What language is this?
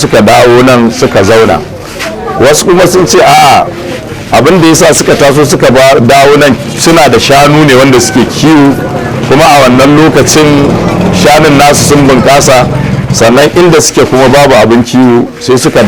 Hausa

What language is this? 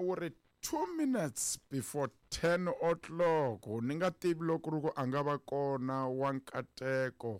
Tsonga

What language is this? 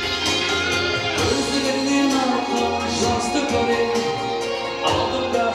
Kara-Kalpak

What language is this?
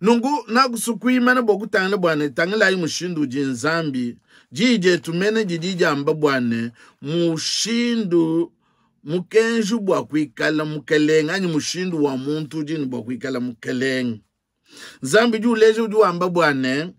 Luba-Lulua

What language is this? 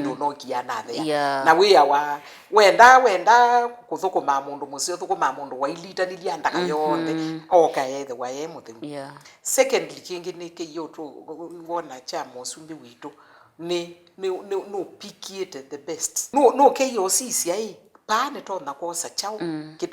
Kamba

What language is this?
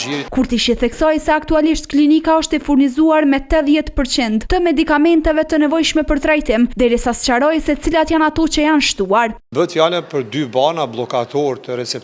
Albanian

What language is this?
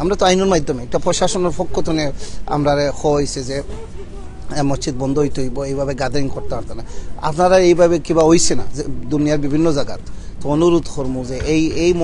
Sylheti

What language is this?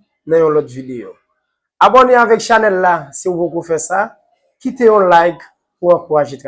Haitian Creole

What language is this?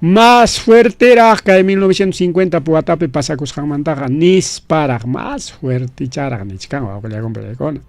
Ayacucho Quechua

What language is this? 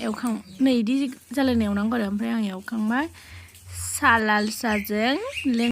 Bodo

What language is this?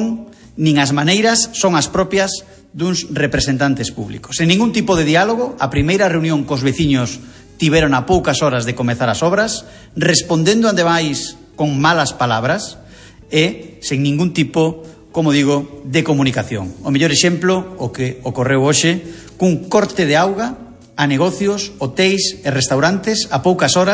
Galician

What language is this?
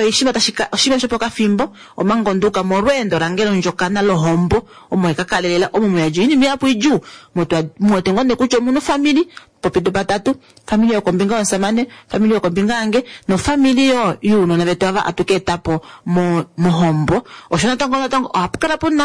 Kuanyama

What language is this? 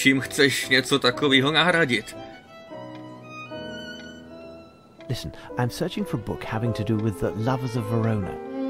Czech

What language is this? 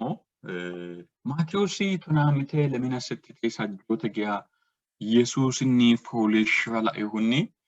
Sidamo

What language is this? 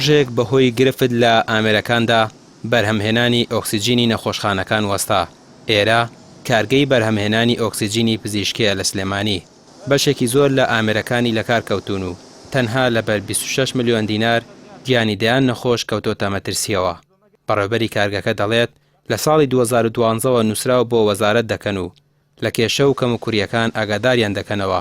Central Kurdish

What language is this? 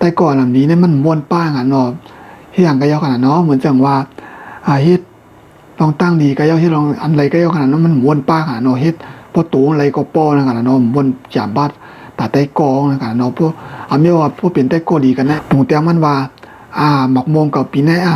Shan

